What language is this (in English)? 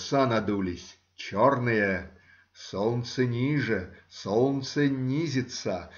Russian